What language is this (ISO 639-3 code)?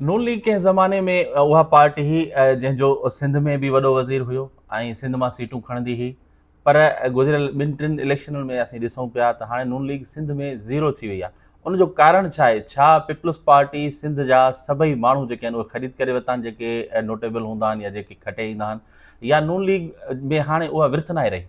snd